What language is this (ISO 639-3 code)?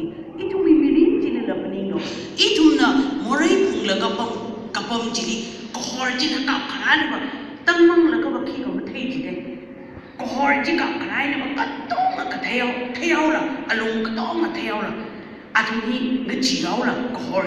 nmf